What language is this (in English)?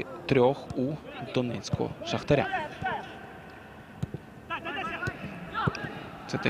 Ukrainian